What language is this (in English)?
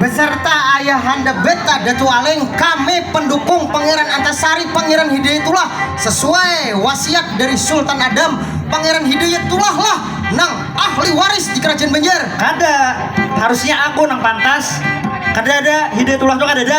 Banjar